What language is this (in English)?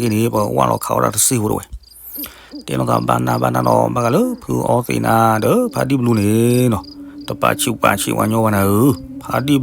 S'gaw Karen